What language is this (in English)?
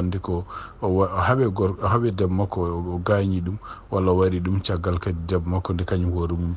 Fula